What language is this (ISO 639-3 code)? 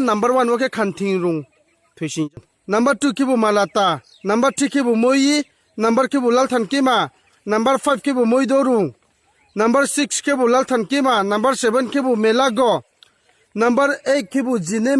ria